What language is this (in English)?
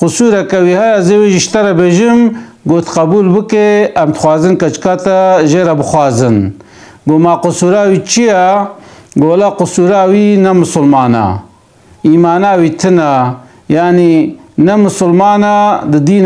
Kurdish